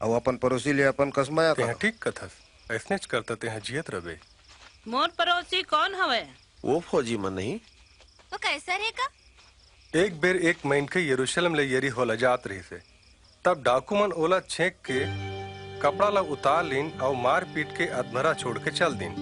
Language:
Chhattisgarhi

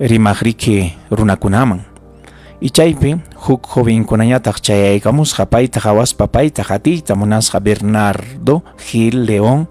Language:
Ayacucho Quechua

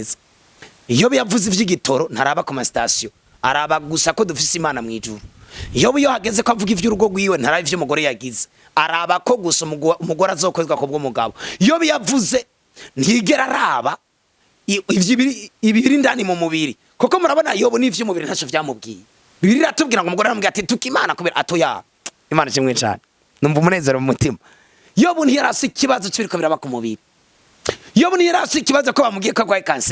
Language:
Rundi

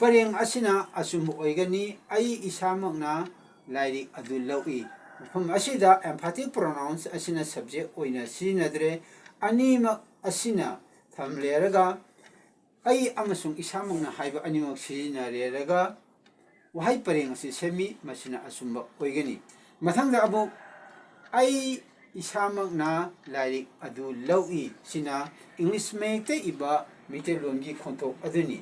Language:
Manipuri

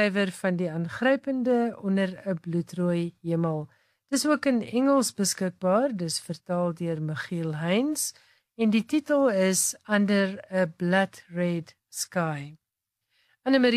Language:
Afrikaans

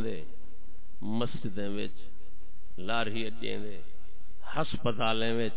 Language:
Saraiki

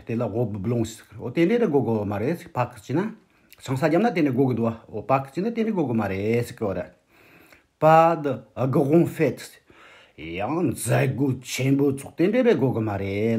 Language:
Tibetan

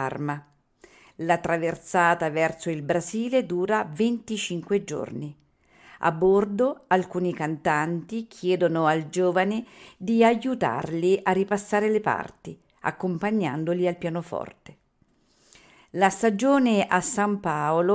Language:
Italian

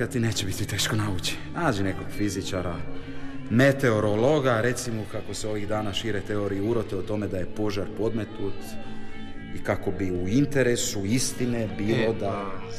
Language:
Croatian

